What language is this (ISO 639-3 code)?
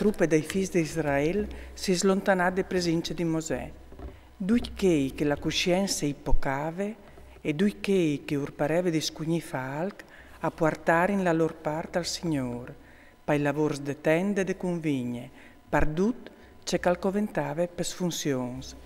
fur